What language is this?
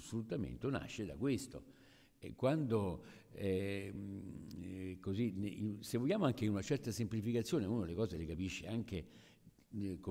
Italian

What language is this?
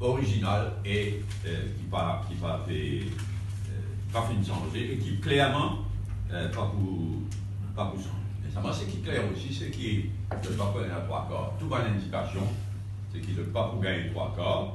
Morisyen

